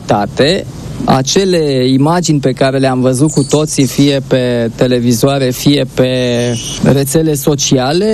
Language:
Romanian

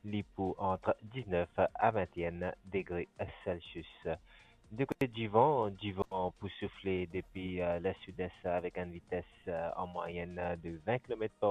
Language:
Morisyen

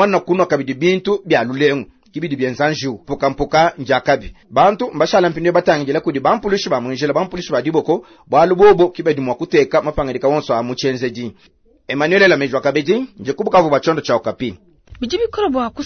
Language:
Luba-Lulua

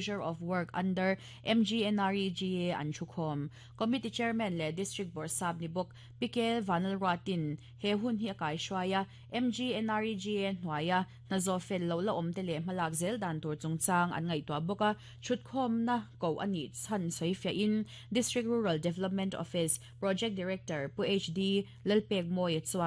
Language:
Mizo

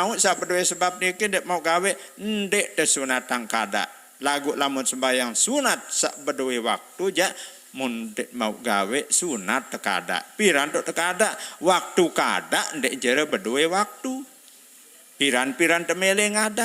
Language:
Sasak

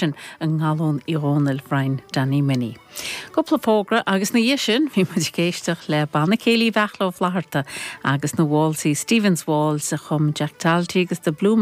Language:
Irish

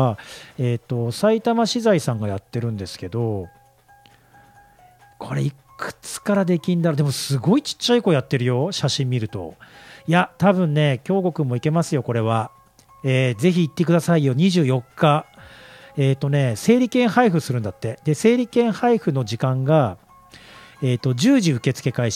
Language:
Japanese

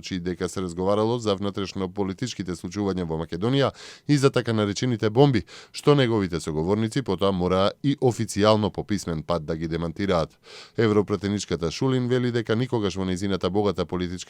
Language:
Macedonian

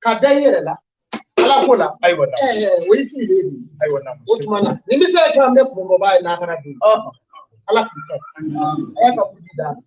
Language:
Bambara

